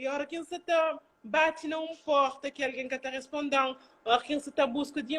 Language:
Kabuverdianu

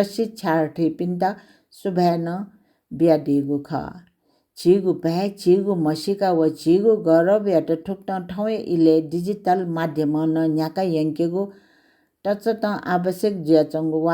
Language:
Newari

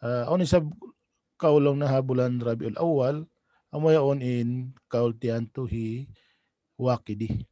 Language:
Tausug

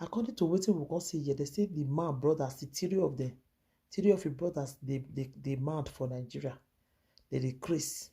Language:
Nigerian Pidgin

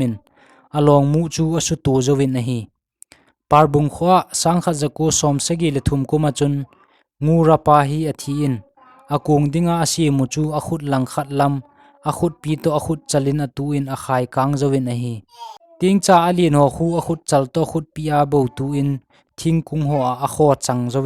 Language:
Thado Chin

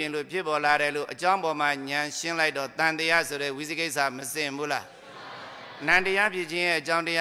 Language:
Burmese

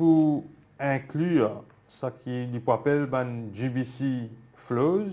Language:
Morisyen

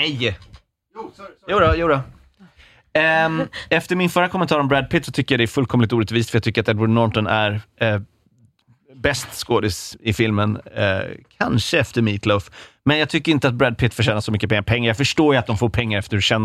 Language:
Swedish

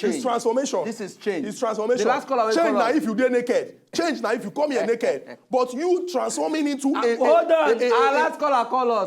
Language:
Nigerian Pidgin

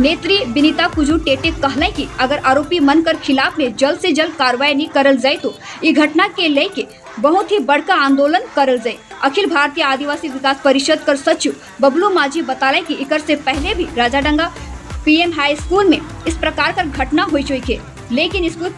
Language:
Sadri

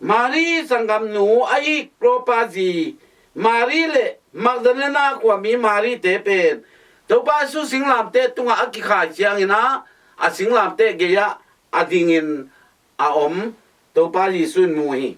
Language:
Tedim Chin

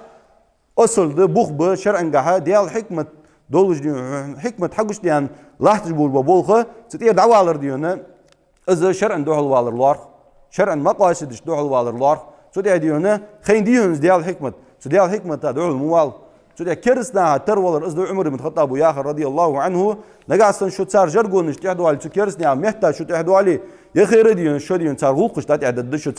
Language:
Ingush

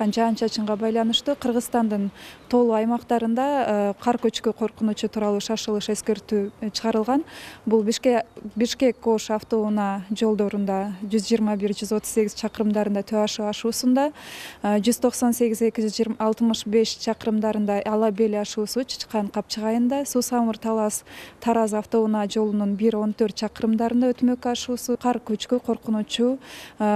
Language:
Kyrgyz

